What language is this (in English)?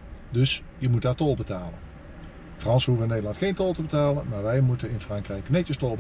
Dutch